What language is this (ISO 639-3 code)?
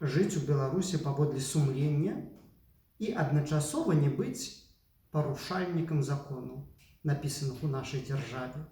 bel